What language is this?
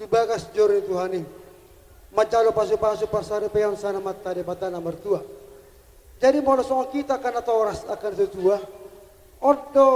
Batak Toba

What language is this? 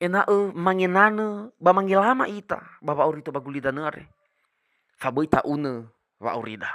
Nias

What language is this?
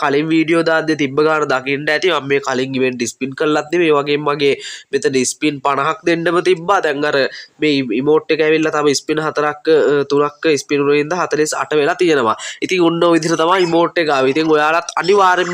Sinhala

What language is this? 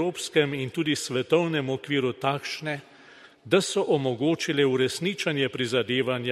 Slovenian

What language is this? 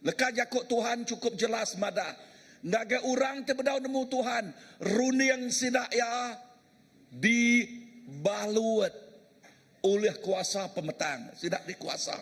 Iban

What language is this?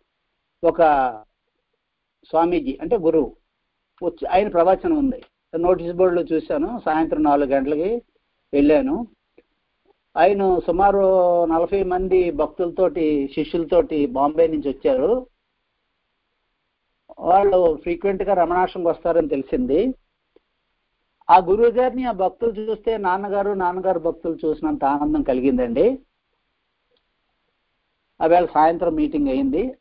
Telugu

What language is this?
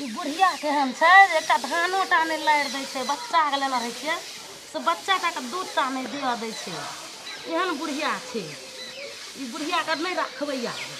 Maithili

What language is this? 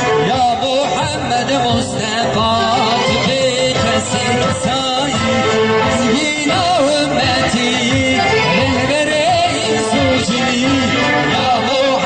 Kurdish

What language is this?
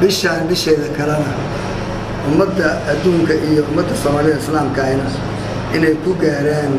Somali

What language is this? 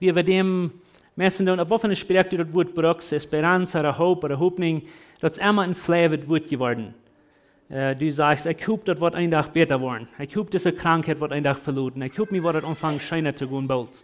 Plautdietsch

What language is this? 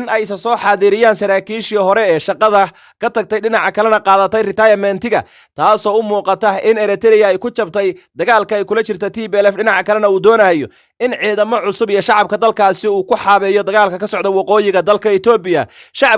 Somali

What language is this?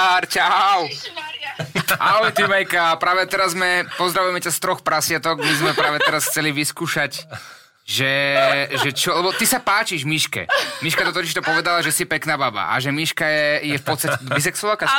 Slovak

